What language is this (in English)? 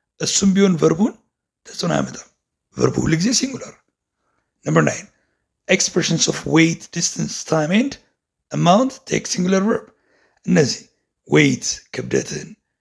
Amharic